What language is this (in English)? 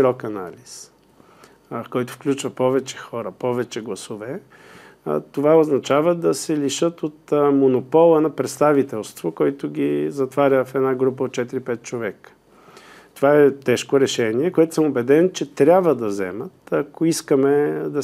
Bulgarian